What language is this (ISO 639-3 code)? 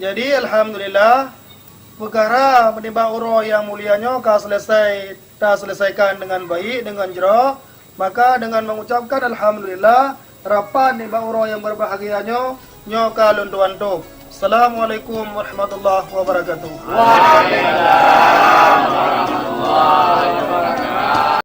ace